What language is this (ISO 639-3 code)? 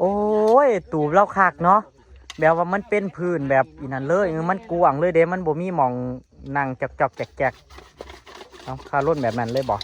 tts